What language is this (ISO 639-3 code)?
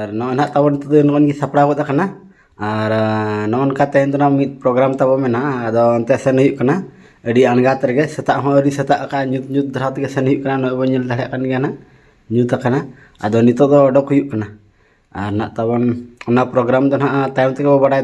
sat